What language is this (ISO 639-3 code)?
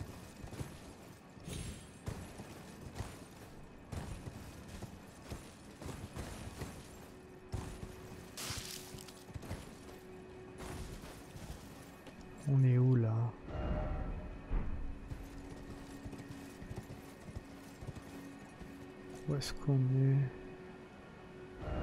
fra